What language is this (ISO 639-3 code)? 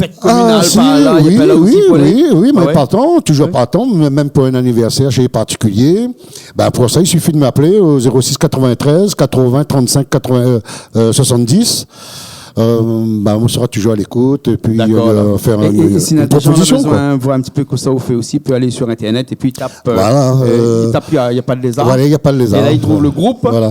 rcf